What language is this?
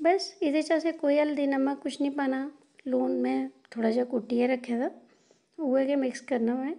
Dogri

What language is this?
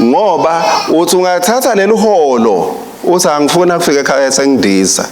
Swati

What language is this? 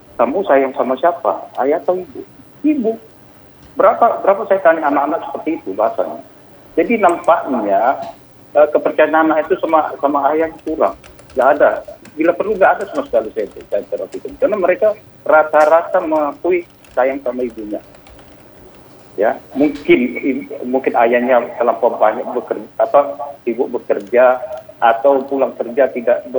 Indonesian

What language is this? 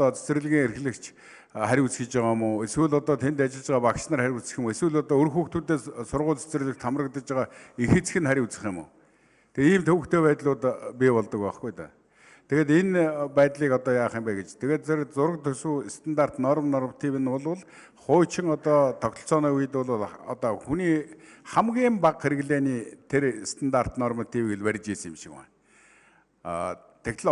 Mongolian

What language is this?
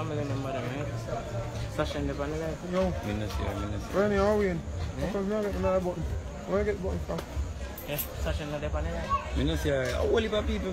Jamaican Creole English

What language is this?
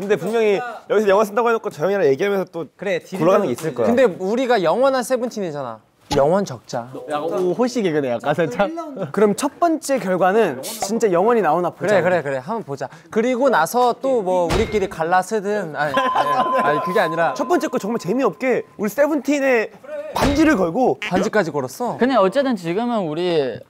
Korean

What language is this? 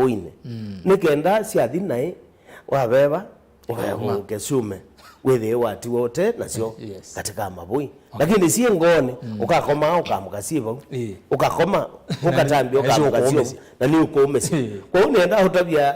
Kamba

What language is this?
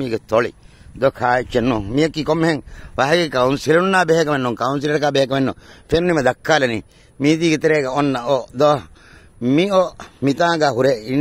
Divehi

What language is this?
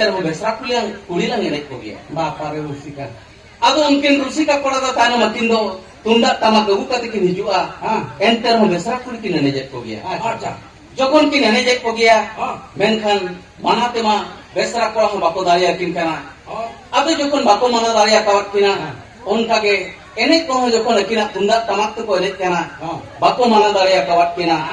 Santali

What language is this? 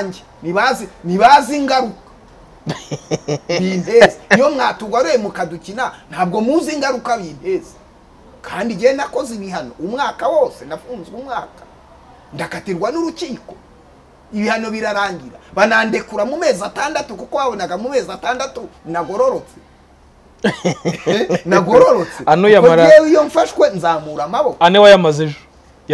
Kinyarwanda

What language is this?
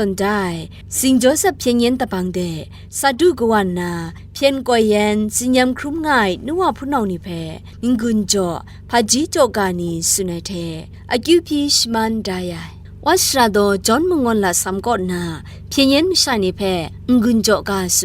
Kachin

